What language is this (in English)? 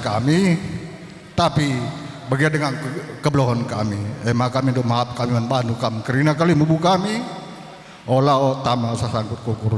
Batak Karo